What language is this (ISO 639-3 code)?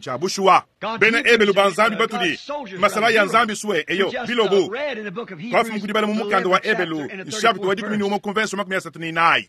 lua